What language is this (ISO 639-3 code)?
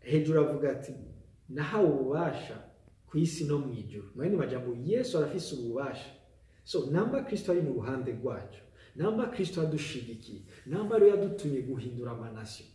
run